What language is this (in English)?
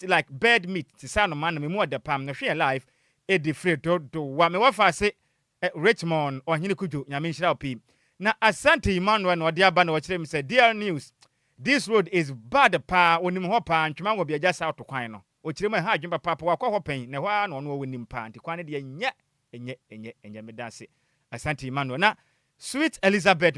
Akan